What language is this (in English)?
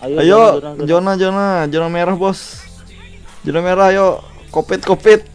Banjar